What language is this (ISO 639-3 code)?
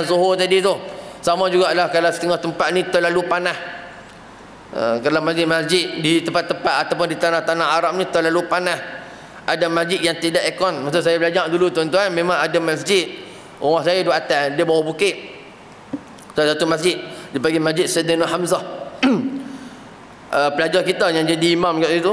msa